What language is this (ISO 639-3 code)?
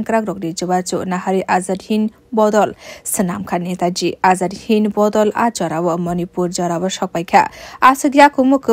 trp